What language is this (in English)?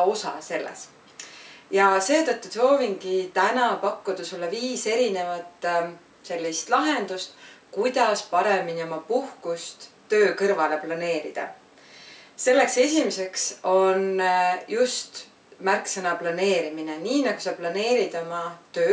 Estonian